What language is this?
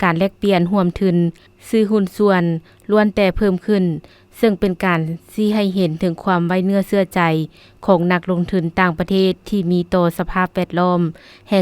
Lao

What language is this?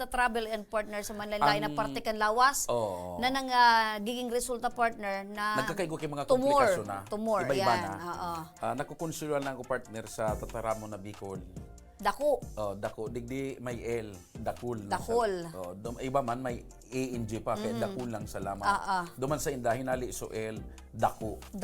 Bikol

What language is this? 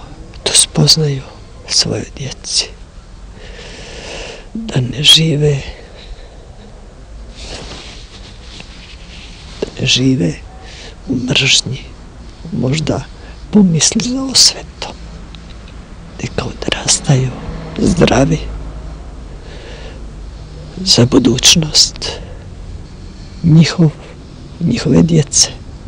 Croatian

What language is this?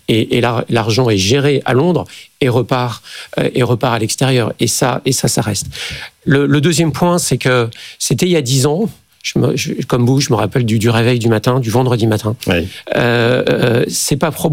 French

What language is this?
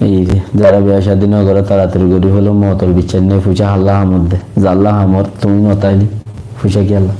Rohingya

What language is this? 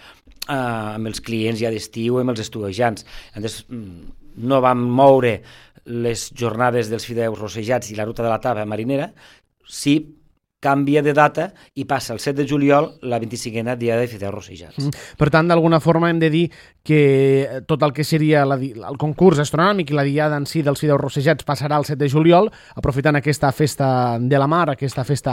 Catalan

